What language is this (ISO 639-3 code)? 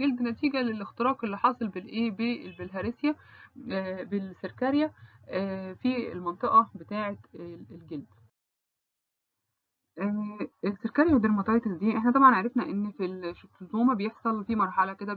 arz